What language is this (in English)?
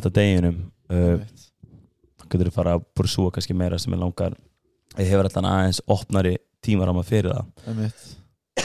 Icelandic